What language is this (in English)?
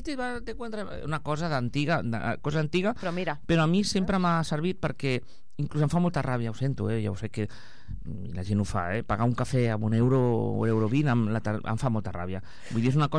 Catalan